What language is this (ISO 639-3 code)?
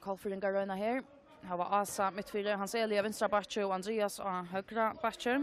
fao